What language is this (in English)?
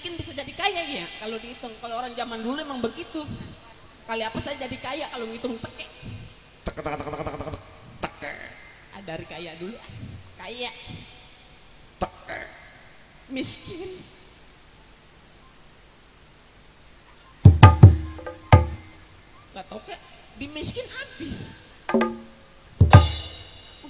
Indonesian